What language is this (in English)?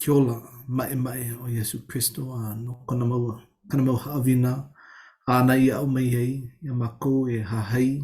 Hawaiian